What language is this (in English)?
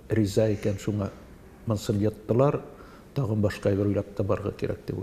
Tatar